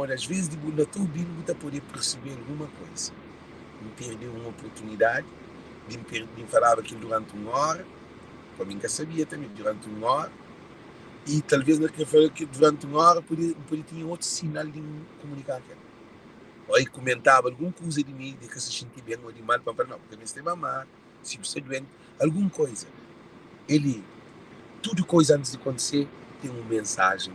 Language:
Kabuverdianu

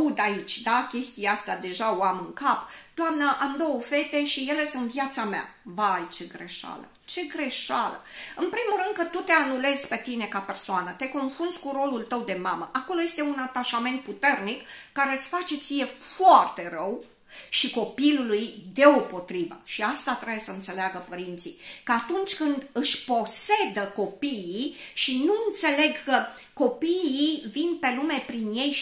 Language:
Romanian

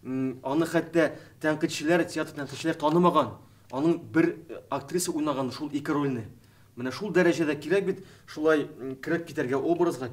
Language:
Tatar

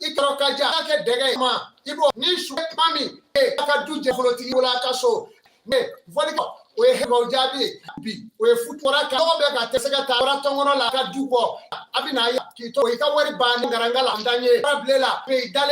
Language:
Bambara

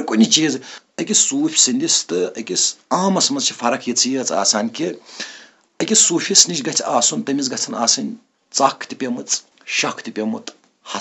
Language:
Kashmiri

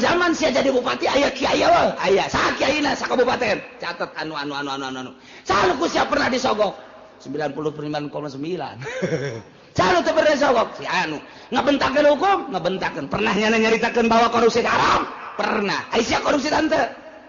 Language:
Sundanese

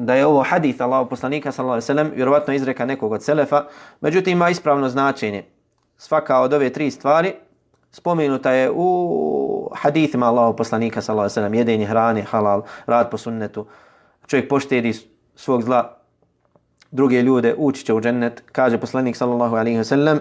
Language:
Bosnian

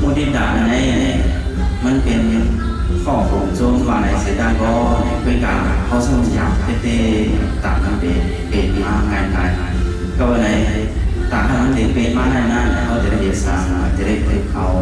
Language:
Shan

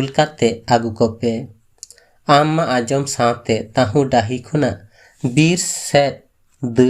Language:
Santali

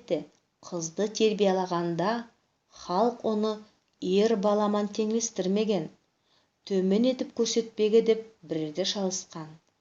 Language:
Nogai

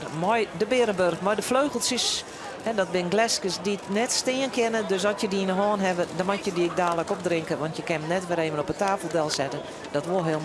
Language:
Western Frisian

